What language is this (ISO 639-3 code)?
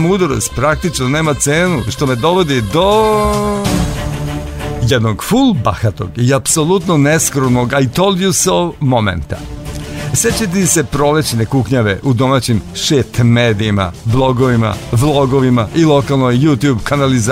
srp